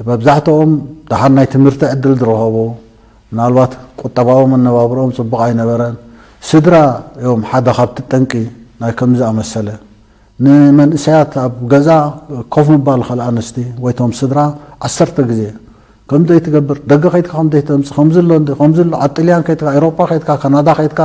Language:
Tigrinya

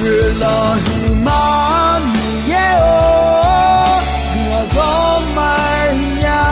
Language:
Akha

